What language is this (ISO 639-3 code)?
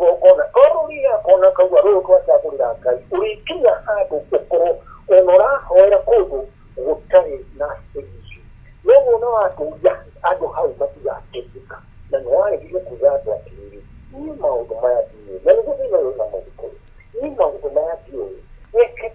kik